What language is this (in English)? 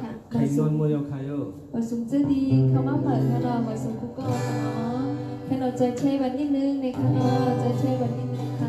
Shan